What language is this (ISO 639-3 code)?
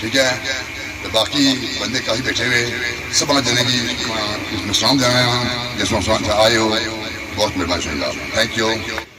phr